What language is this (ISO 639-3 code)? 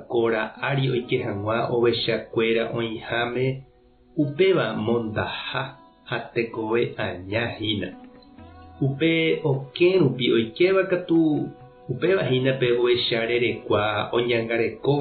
grn